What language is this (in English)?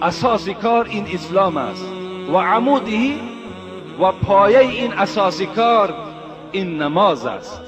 Tajik